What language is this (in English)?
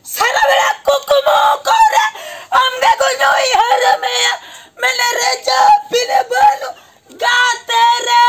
Santali